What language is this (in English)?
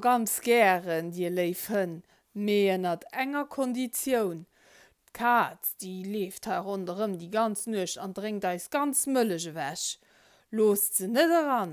Luxembourgish